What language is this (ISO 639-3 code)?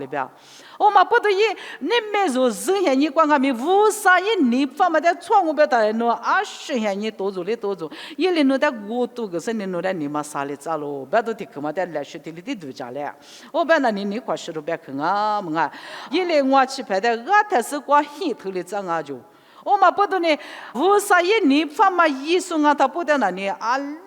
lis